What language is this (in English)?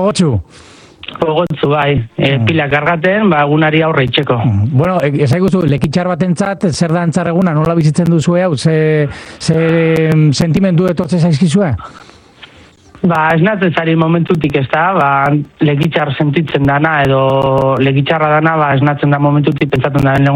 Basque